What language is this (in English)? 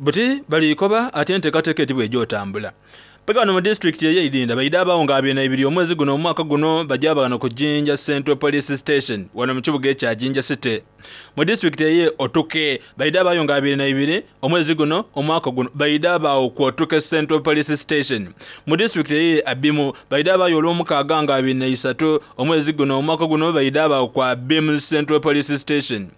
Soga